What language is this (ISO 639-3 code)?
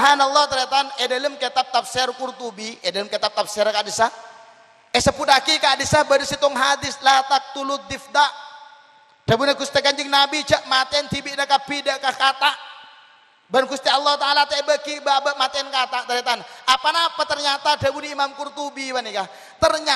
mad